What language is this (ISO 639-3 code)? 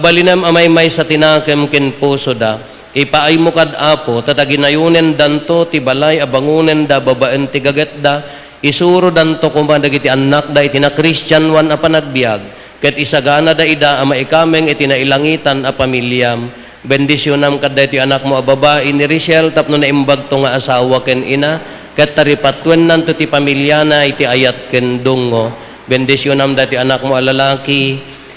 ilo